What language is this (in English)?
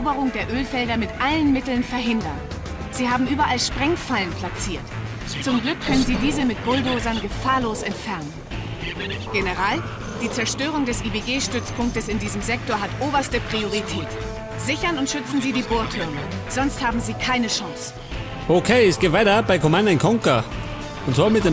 Bavarian